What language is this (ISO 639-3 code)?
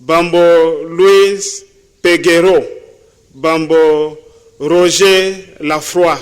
nya